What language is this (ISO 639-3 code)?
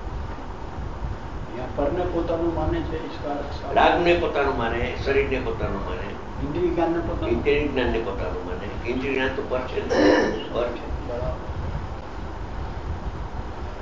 guj